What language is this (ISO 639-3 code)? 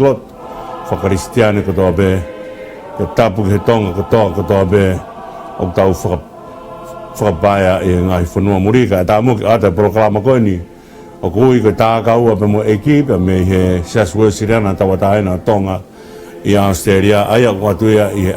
ton